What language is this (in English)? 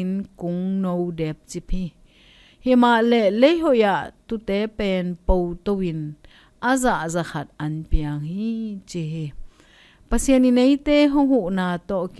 Tedim Chin